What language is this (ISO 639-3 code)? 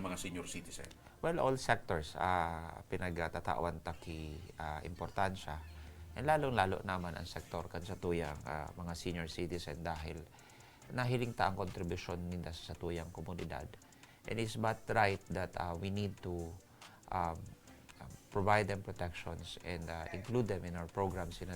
bik